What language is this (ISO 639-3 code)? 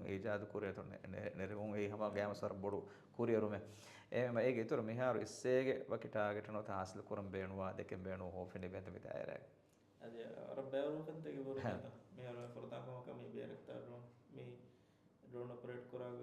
div